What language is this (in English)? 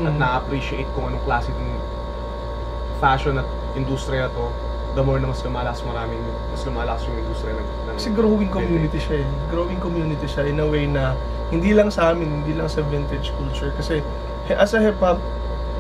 Filipino